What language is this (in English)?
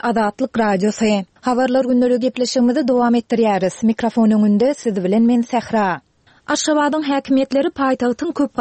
Turkmen